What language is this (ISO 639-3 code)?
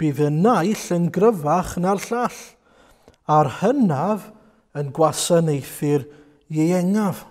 cym